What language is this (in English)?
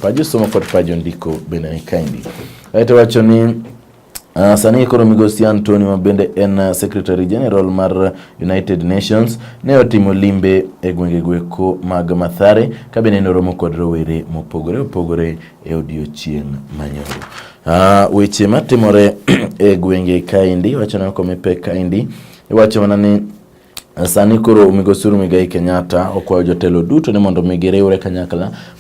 Luo (Kenya and Tanzania)